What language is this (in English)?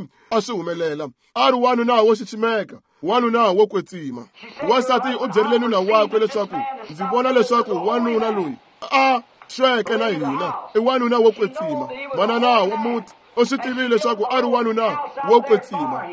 Tsonga